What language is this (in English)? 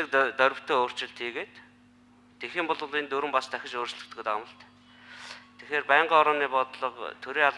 Mongolian